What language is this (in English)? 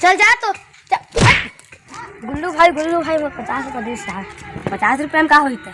Chhattisgarhi